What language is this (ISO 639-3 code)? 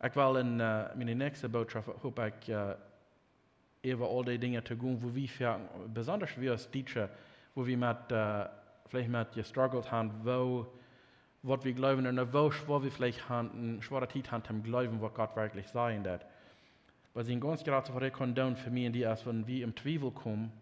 pdt